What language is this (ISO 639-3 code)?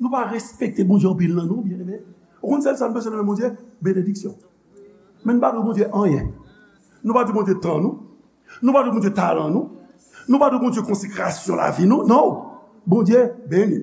hat